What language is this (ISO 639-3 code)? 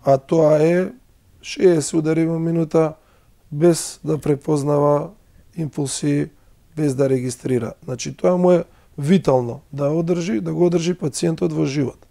mkd